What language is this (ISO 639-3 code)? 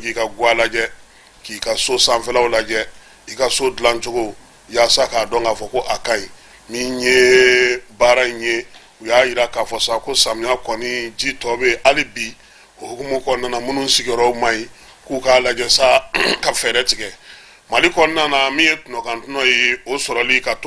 bam